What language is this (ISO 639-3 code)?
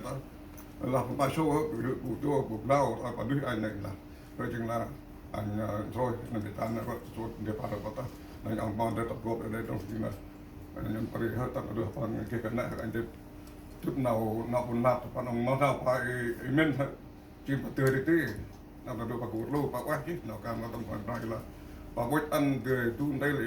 cmo